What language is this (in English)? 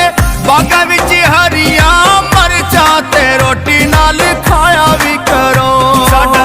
Pahari-Potwari